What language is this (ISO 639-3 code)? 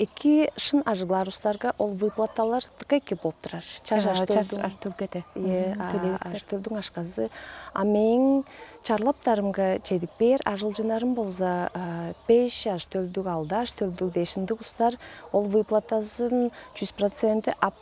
tyv